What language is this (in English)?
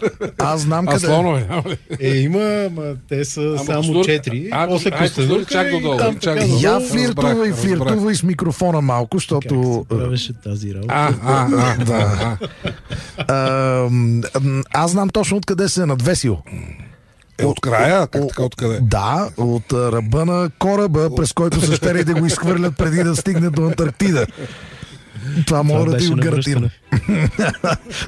Bulgarian